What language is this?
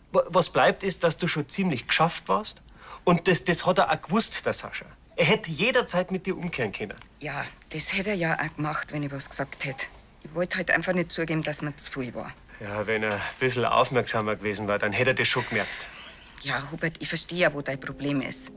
Bavarian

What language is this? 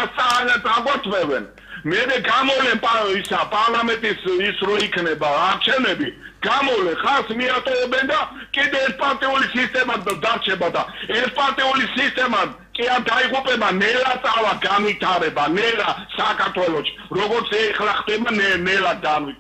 Georgian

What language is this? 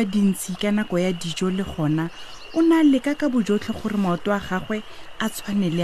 Tswana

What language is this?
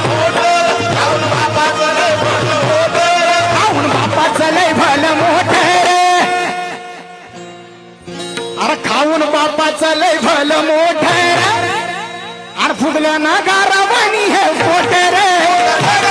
Marathi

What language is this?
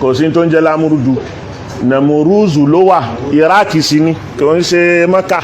Yoruba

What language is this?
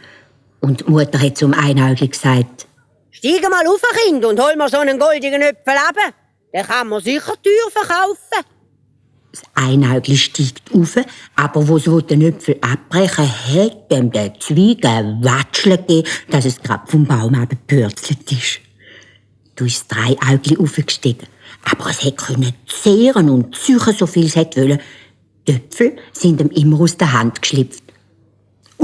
Swiss German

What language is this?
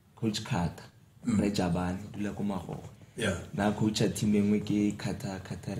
Tswana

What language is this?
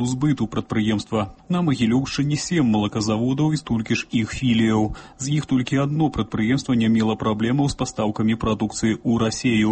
Belarusian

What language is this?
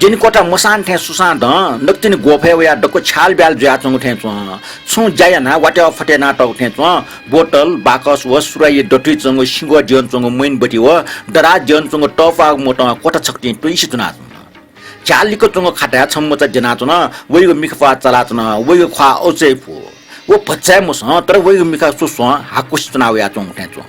Newari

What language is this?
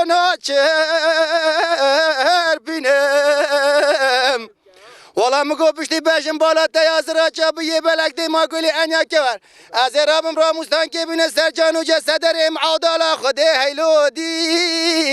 Kurdish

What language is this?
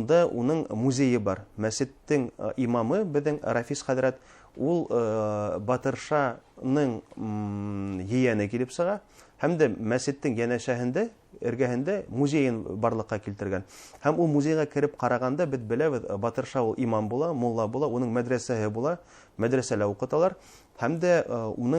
Bashkir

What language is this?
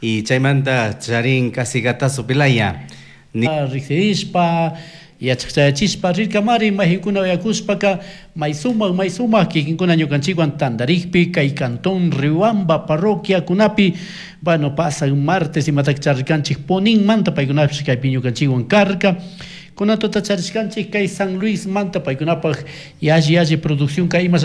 Chimborazo Highland Quichua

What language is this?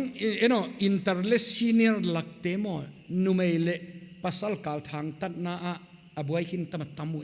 Paite Chin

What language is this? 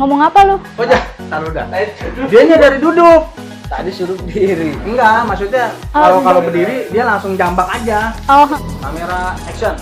Betawi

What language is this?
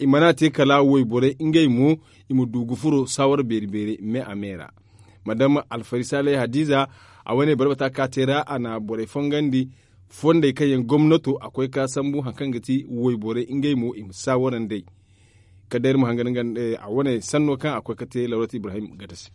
Zarma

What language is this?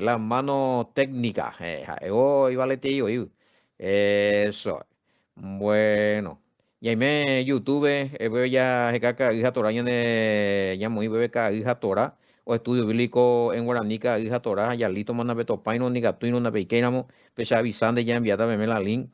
Guarani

